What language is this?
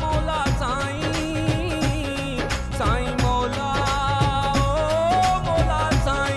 Pahari-Potwari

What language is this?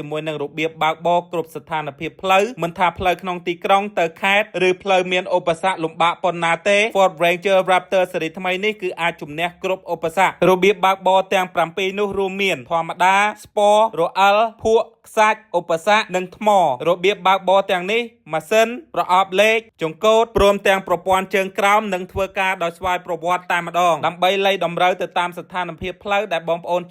Khmer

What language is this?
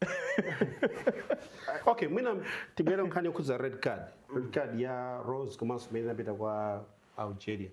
Nyanja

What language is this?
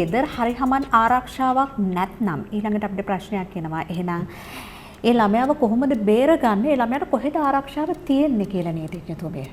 Sinhala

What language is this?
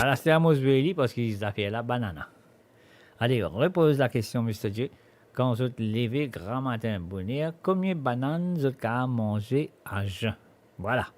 Morisyen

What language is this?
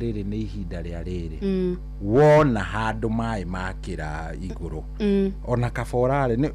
Kikuyu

